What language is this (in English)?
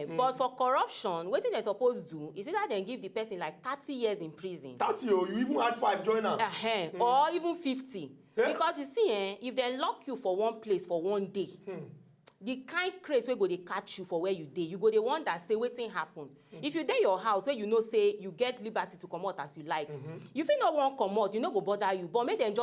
Nigerian Pidgin